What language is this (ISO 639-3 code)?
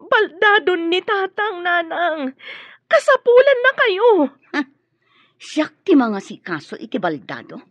ilo